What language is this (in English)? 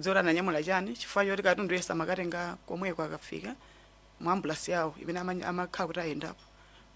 Nyanja